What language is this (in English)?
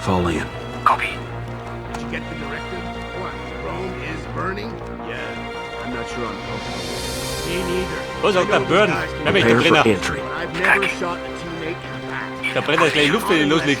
Bavarian